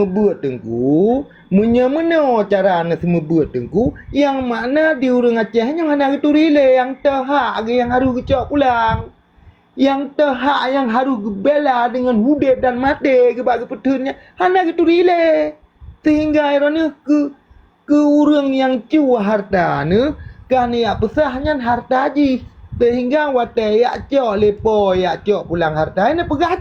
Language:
Achinese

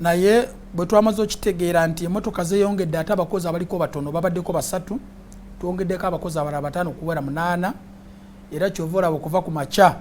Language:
Ganda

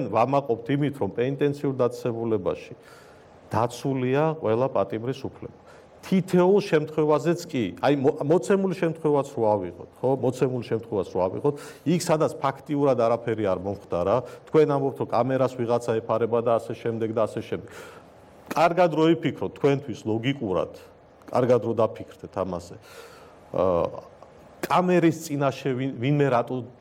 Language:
Georgian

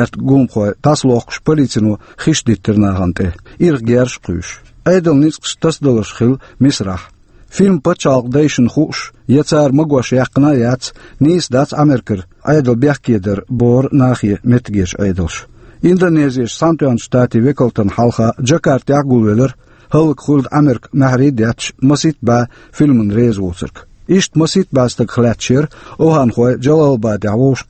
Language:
Chechen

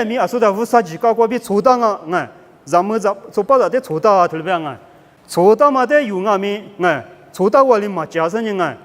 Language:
Lisu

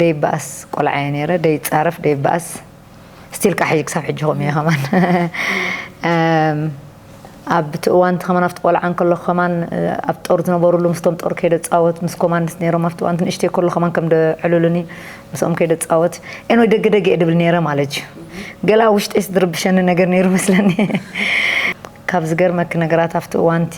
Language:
Tigrinya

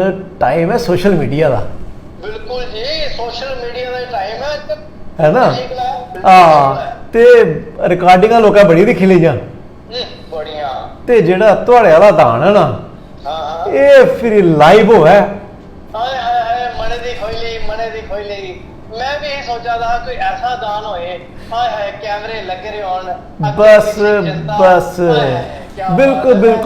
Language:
Dogri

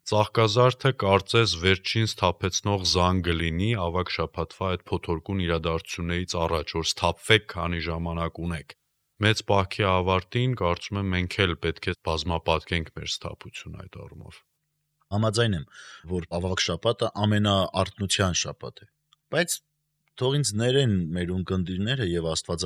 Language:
Armenian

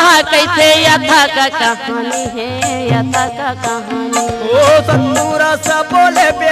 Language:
Chhattisgarhi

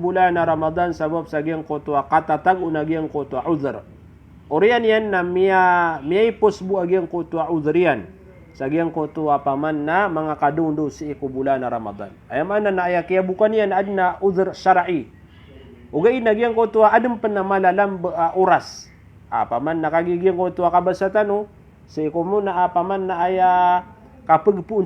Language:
Maranao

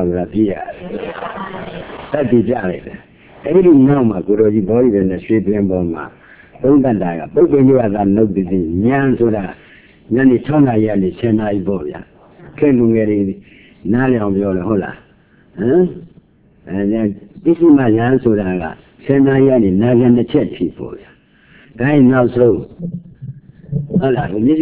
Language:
Burmese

